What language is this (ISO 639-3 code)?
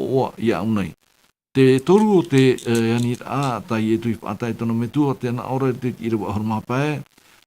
tah